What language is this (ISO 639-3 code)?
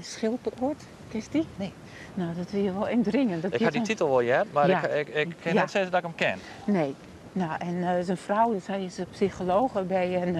fry